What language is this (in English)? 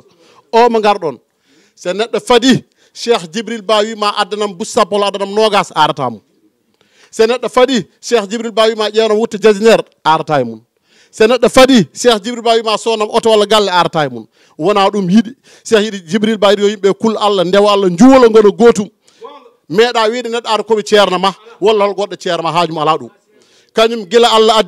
Fula